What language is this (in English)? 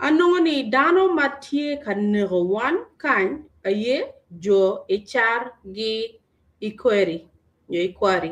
Acoli